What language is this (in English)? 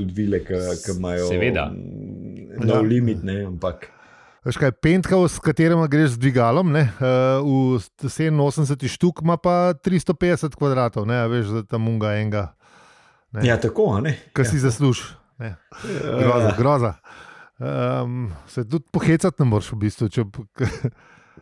Slovenian